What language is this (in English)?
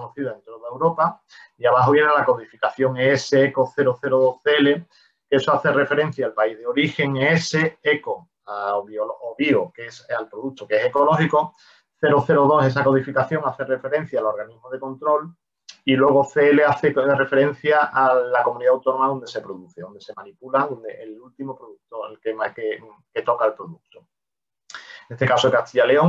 Spanish